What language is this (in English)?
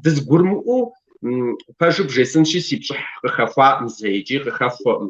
Kabardian